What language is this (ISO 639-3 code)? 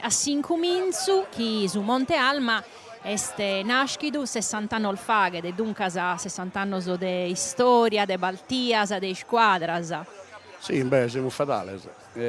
srd